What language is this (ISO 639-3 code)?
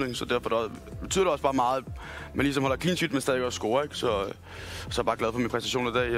dan